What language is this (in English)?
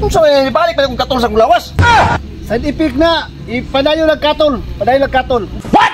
Cebuano